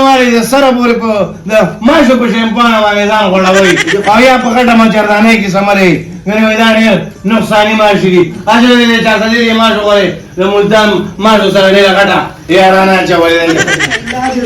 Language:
Pashto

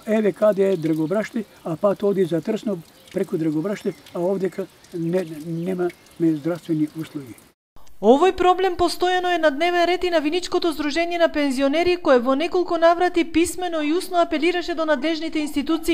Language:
Macedonian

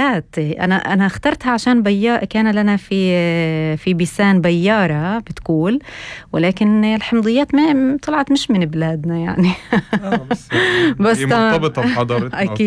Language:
North Levantine Arabic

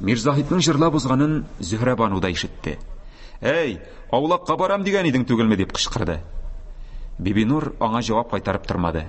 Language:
Tatar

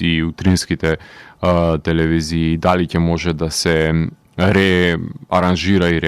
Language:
Macedonian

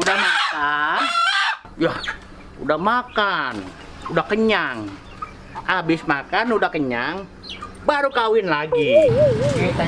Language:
Betawi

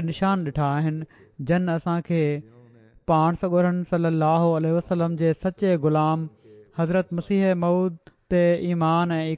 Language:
Sindhi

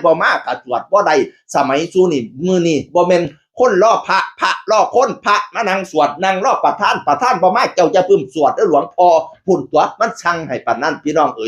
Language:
Northeastern Thai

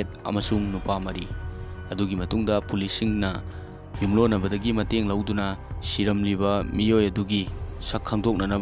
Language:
Manipuri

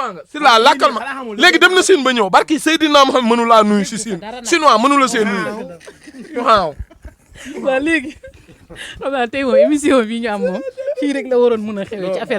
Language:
Wolof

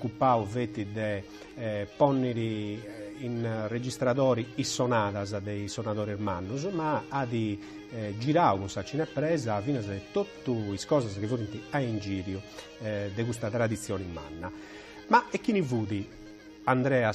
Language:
Sardinian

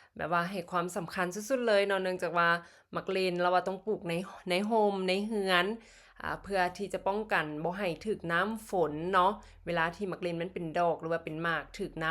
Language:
Lao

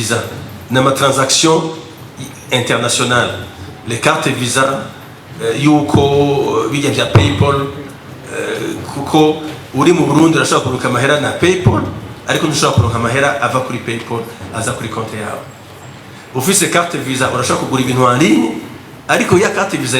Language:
Rundi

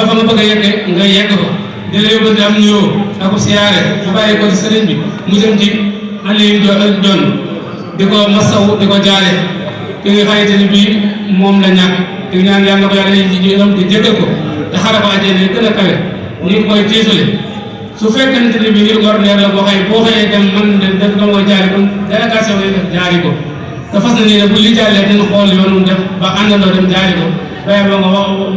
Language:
Wolof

